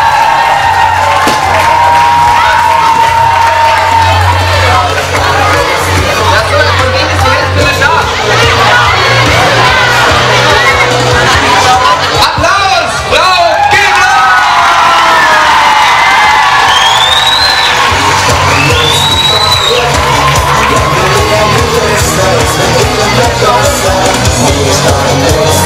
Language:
German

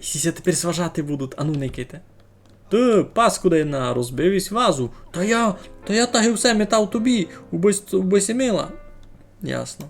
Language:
Rusyn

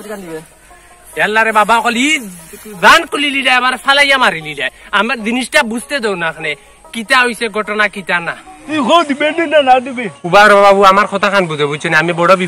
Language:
Sylheti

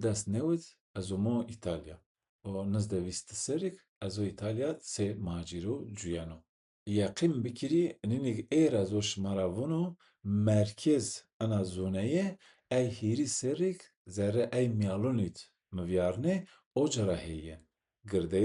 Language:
Zaza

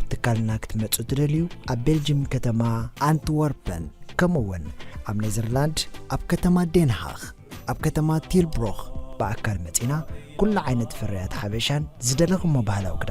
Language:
Tigrinya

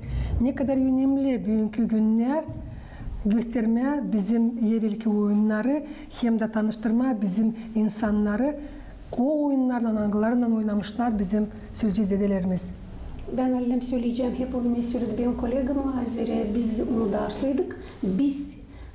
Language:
Gagauz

